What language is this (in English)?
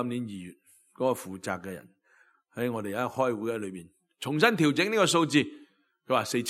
Cantonese